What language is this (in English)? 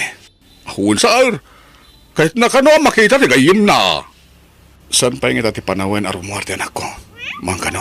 Iloko